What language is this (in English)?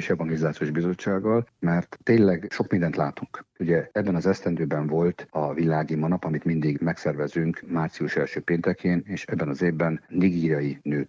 Hungarian